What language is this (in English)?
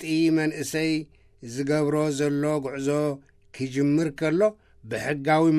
Tigrinya